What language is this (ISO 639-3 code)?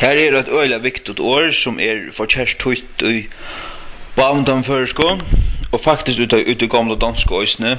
fao